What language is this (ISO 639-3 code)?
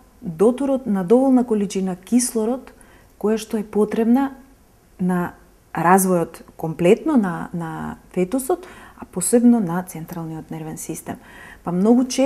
mkd